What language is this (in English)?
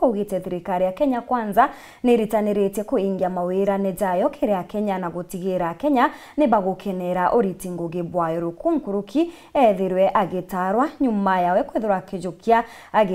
Meru